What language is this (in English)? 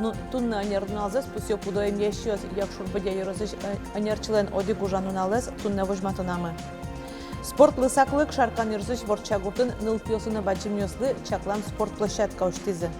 Udmurt